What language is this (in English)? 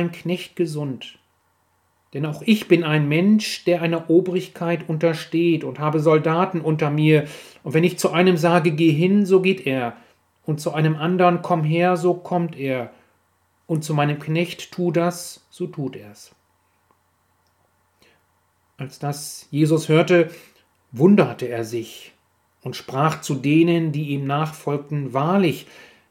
German